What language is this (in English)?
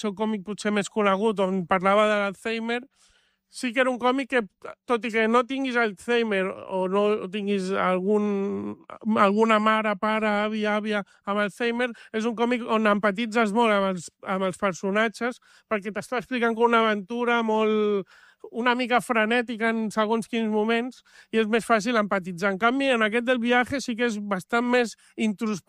Catalan